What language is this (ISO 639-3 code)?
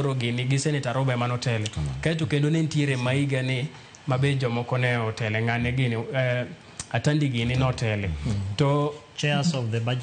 luo